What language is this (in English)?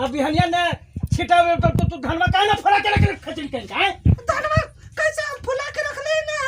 Magahi